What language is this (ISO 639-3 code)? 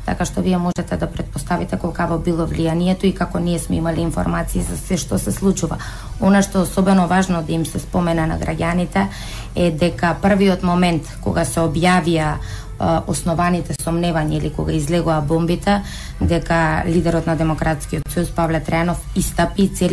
mkd